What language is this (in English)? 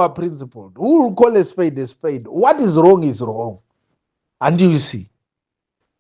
Shona